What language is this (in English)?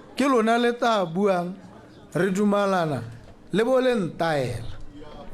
Tswana